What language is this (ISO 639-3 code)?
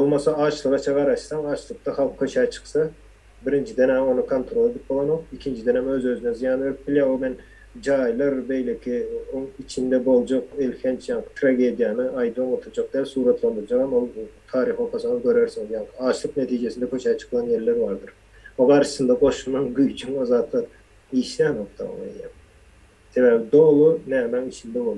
tuk